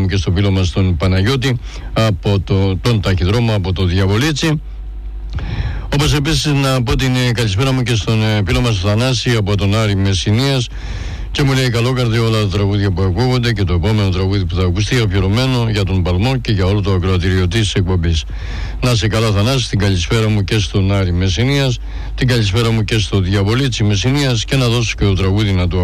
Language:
Greek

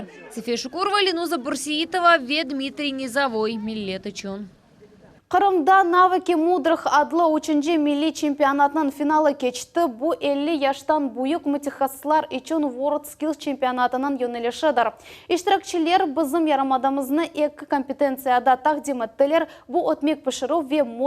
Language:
Crimean Tatar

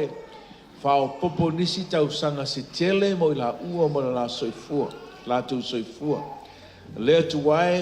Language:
Samoan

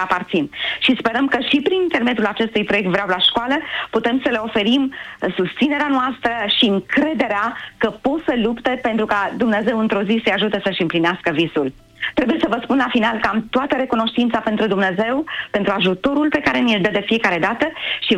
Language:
Romanian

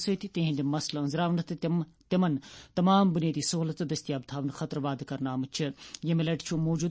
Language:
Kashmiri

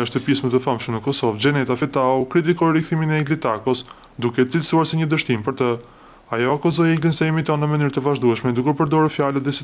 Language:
Albanian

